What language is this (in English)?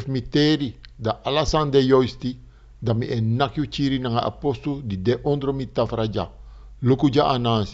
Sranan Tongo